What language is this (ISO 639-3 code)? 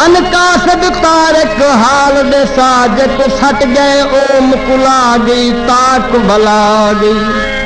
skr